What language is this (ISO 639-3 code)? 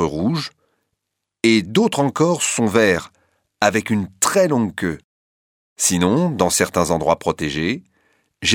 fra